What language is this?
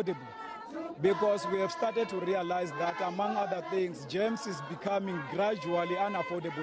English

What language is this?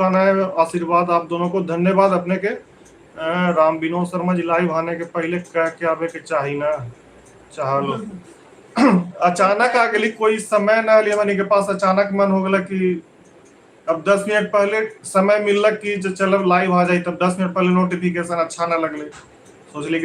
Magahi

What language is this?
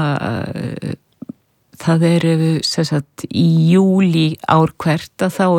Icelandic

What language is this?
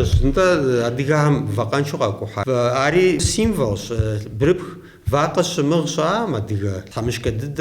Kabardian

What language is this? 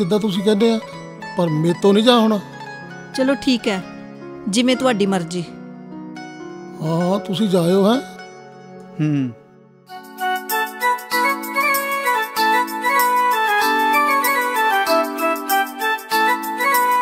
Punjabi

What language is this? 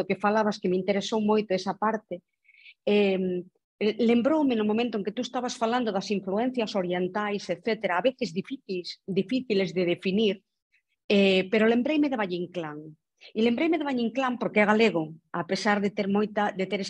Galician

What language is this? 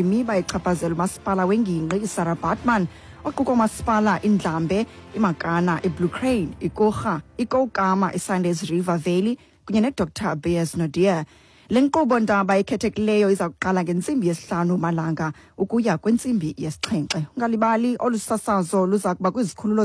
Xhosa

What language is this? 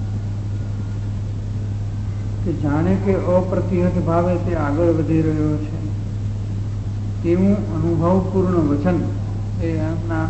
Gujarati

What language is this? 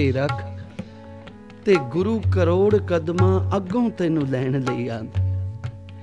Punjabi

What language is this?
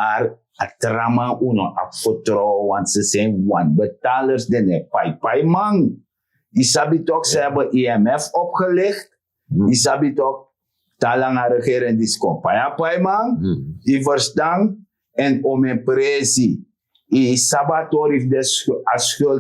Sranan Tongo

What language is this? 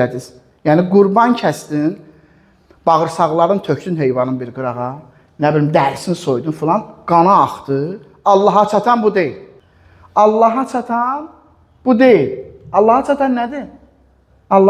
Azerbaijani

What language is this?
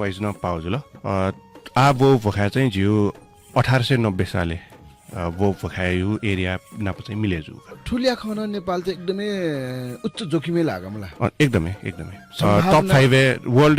Newari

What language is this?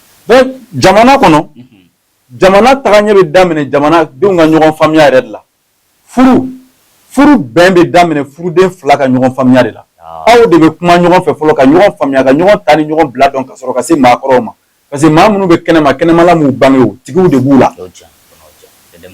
Bambara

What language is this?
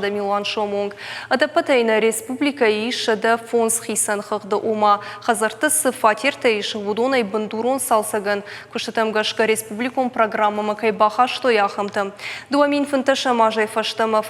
Ossetic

